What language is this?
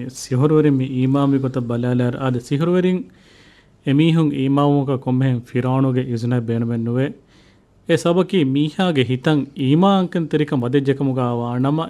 Divehi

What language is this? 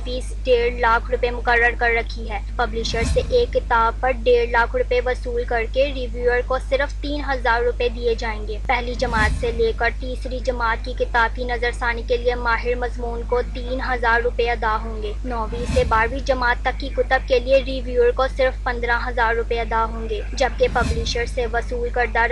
Urdu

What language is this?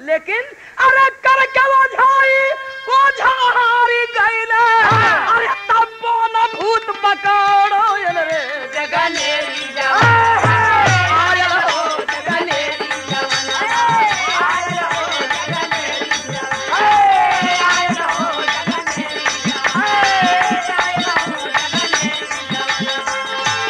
Bhojpuri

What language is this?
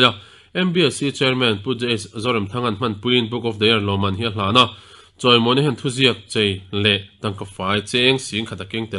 Mizo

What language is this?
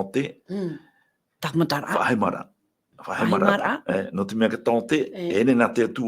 Tahitian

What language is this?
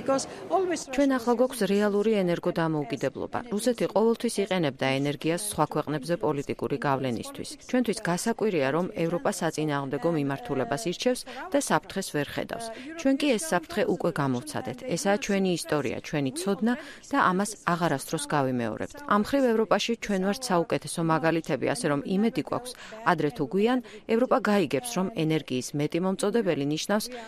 Georgian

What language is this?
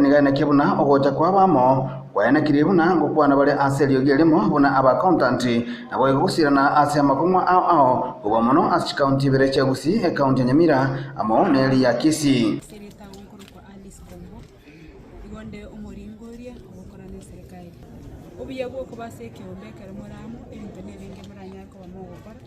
Gusii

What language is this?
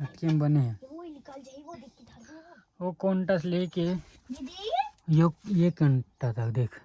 Chhattisgarhi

